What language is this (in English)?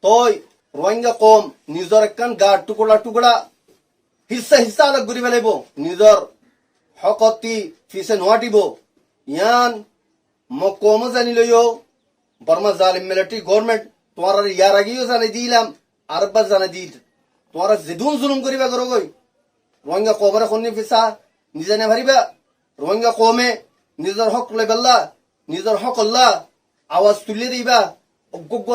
Rohingya